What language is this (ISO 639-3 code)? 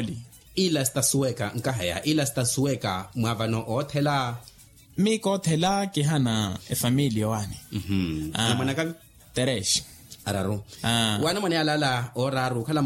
vmw